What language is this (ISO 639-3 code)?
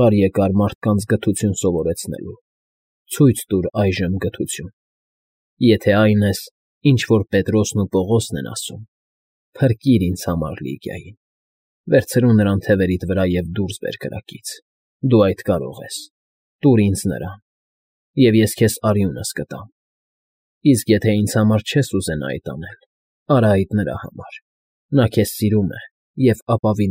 hye